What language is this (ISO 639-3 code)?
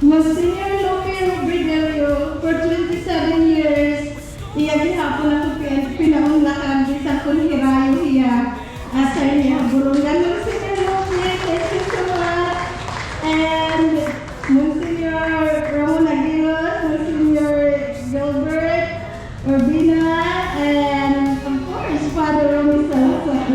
war